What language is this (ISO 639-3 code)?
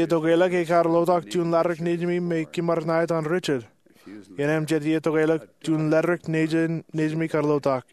mah